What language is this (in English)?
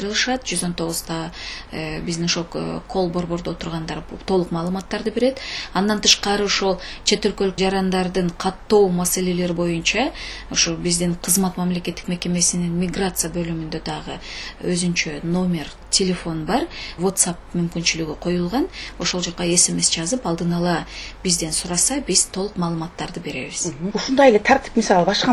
Kyrgyz